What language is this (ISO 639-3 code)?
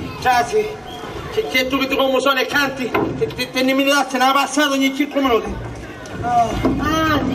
scn